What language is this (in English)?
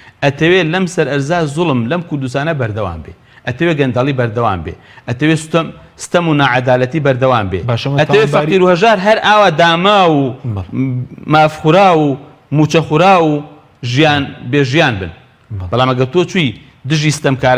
Central Kurdish